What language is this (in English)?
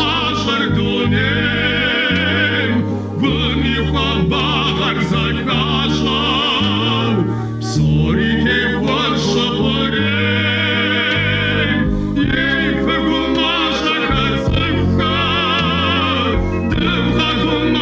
Kabardian